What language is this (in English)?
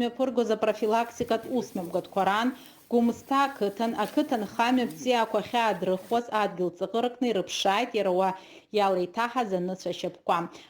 Abkhazian